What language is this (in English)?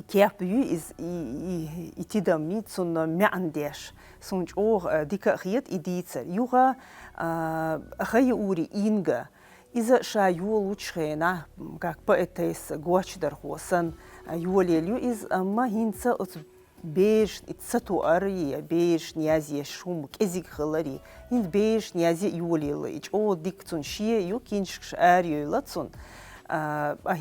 Chechen